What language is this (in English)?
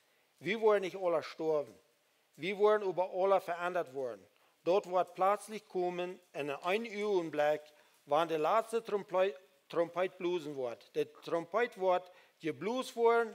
Plautdietsch